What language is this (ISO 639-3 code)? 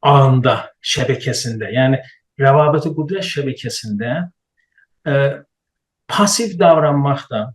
azb